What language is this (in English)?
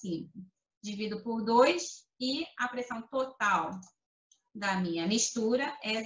Portuguese